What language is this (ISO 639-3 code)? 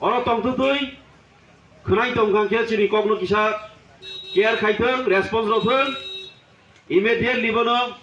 trp